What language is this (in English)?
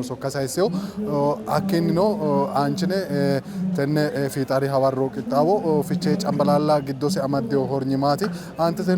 Sidamo